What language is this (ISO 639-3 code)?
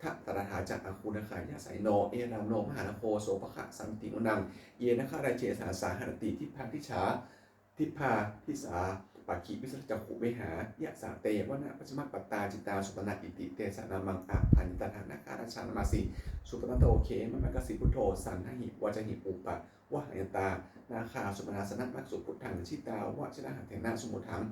pli